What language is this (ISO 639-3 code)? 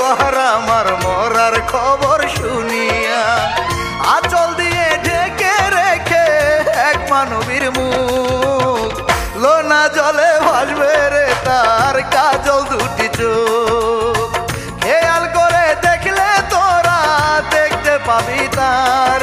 ben